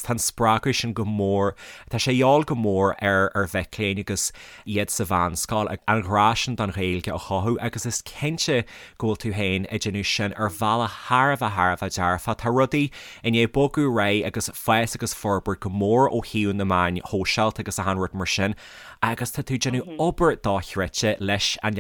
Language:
Irish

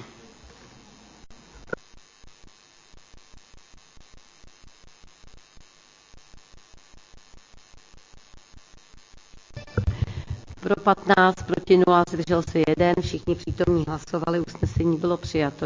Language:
Czech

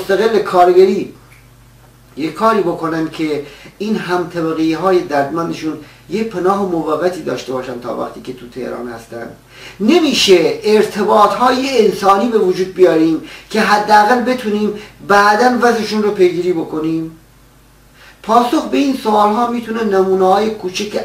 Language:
Persian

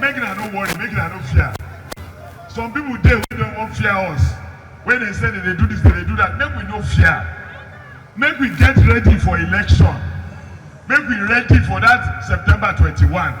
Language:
Nigerian Pidgin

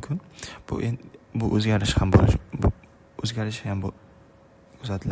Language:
Uzbek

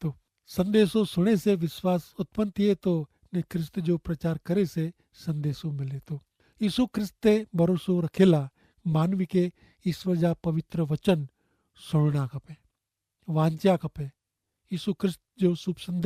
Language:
Kachhi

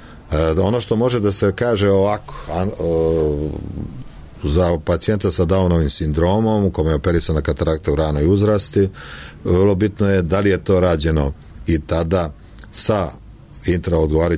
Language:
Serbian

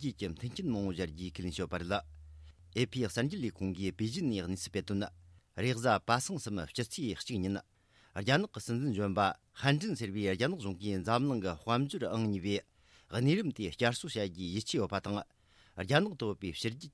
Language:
Tibetan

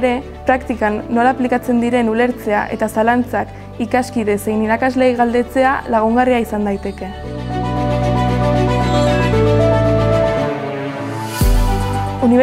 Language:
Basque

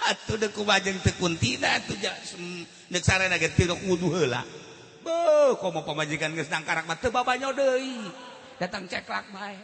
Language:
Sundanese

